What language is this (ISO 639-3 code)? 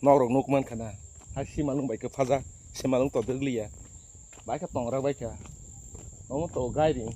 trp